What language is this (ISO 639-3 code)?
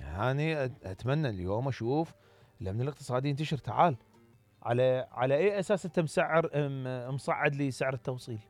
acm